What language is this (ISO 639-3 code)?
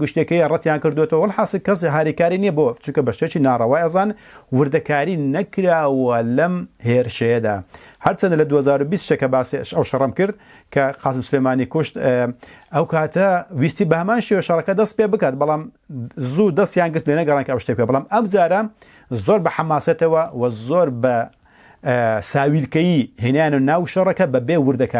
ckb